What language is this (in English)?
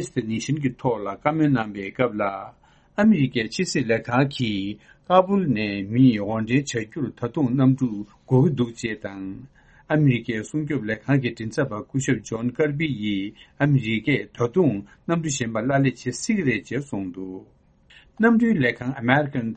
Tibetan